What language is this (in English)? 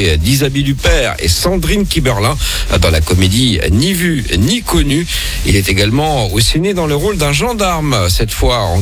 French